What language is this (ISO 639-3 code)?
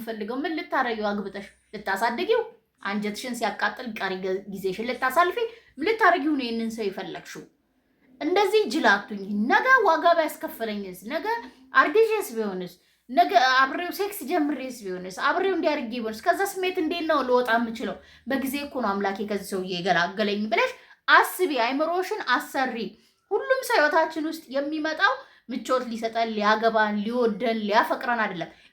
amh